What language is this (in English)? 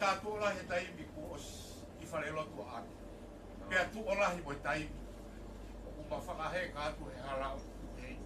Tongan